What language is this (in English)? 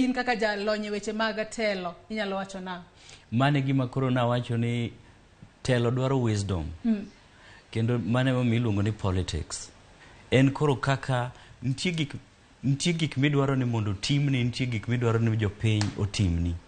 Luo (Kenya and Tanzania)